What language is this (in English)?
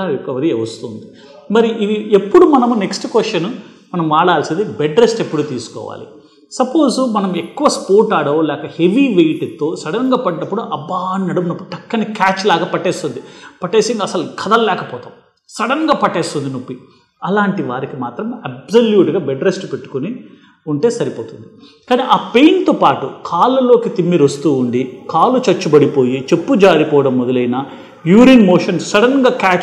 Telugu